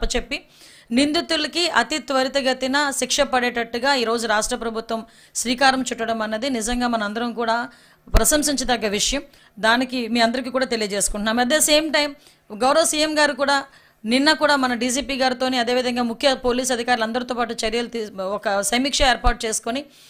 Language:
Telugu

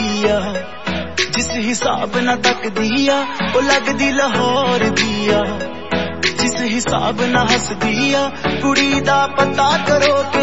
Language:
Punjabi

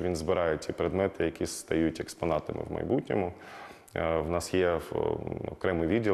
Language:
Ukrainian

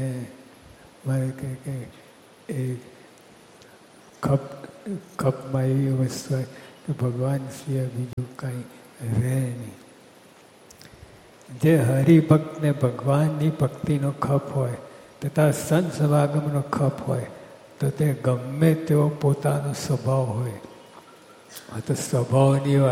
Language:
Gujarati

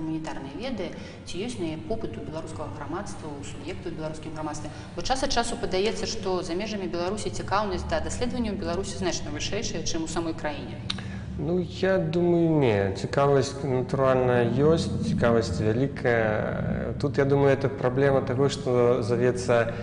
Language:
Belarusian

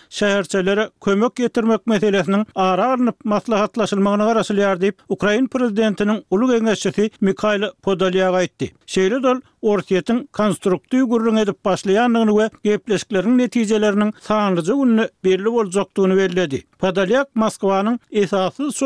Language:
Turkmen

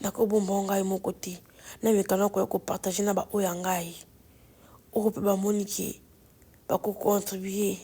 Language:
Lingala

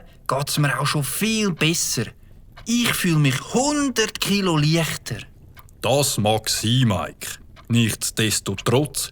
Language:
Swiss German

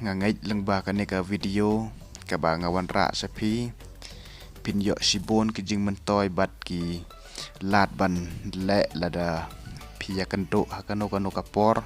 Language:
Khasi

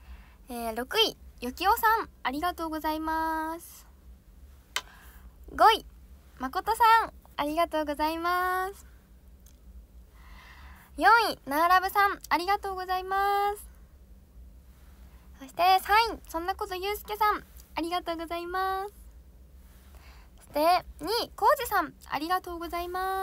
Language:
Japanese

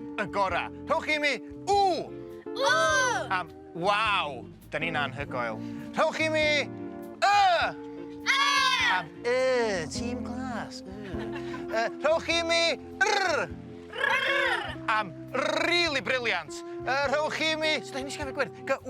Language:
Welsh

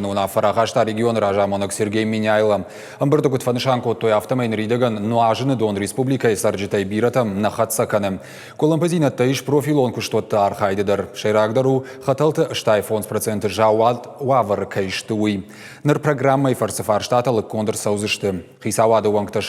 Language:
Ossetic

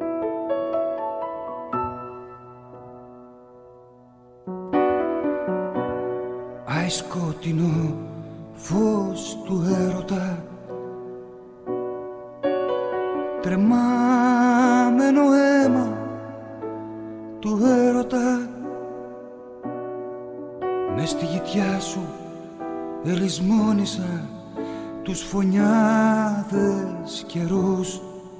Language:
Greek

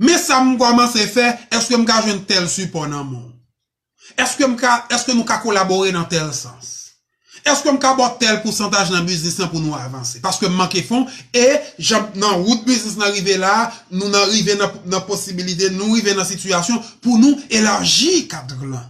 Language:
Haitian Creole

